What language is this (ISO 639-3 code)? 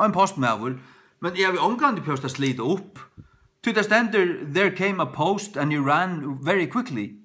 fao